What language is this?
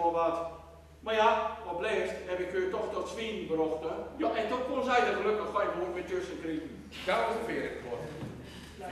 Gronings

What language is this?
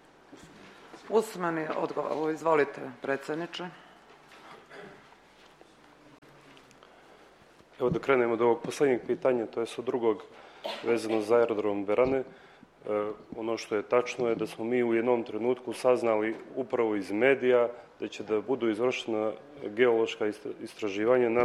Serbian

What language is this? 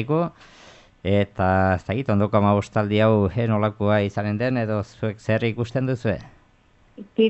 Basque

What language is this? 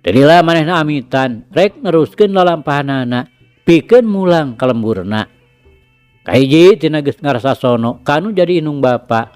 Sundanese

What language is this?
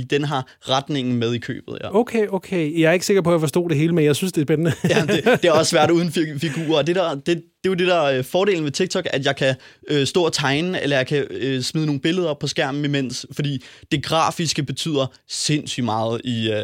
Danish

